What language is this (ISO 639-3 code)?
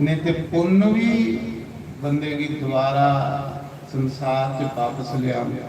doi